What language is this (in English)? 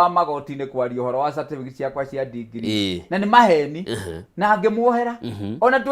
Kikuyu